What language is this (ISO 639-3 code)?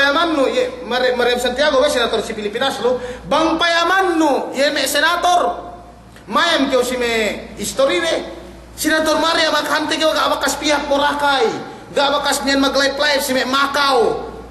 yka